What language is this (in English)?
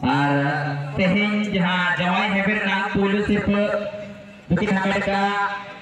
Santali